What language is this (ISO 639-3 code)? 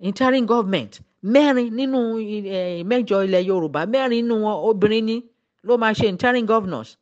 yor